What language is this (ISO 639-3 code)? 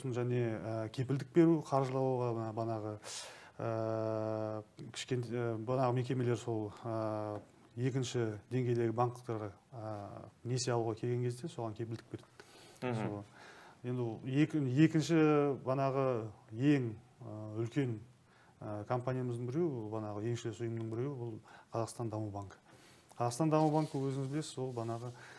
kaz